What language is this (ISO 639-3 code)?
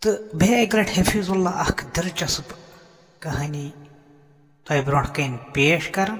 kas